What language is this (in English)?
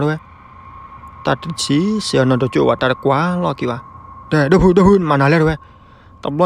S'gaw Karen